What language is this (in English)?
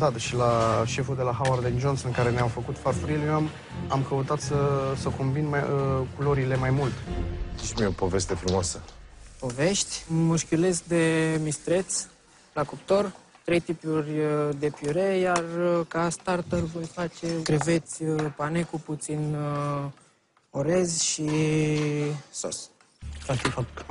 Romanian